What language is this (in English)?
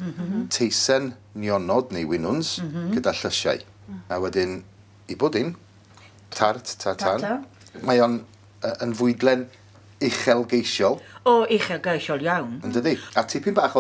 Welsh